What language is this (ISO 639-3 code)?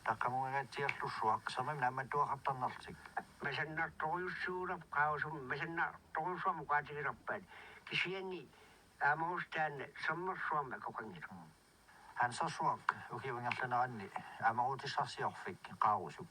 kal